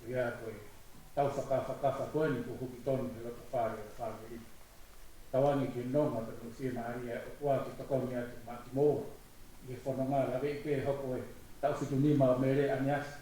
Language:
Tongan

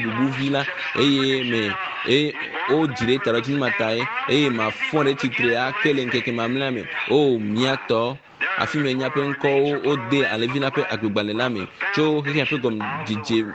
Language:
Ewe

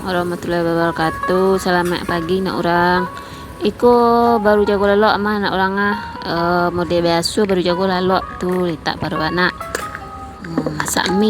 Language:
Minangkabau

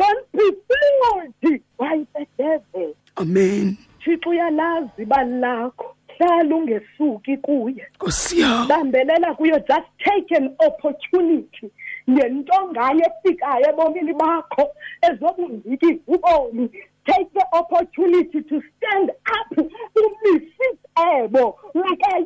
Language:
Xhosa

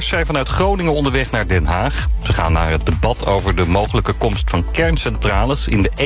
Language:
Dutch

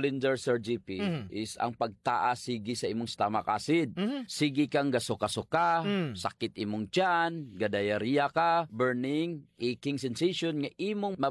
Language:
Cebuano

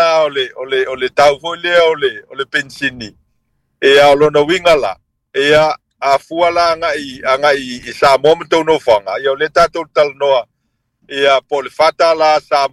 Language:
Samoan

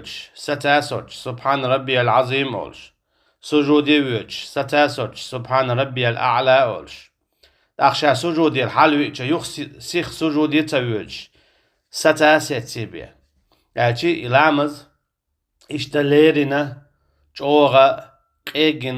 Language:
Chechen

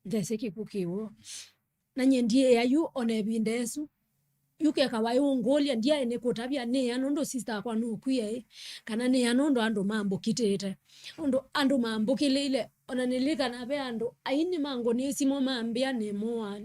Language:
Kamba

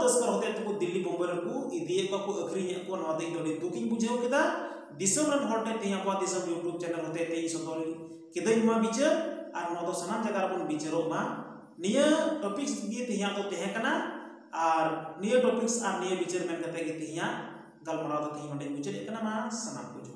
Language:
Santali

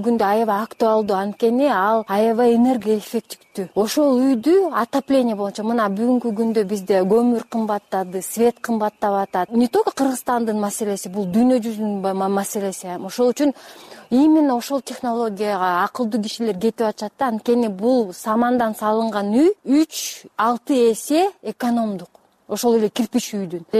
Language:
Kyrgyz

